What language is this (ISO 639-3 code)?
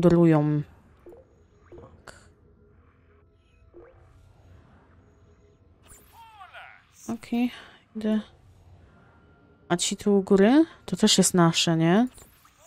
pol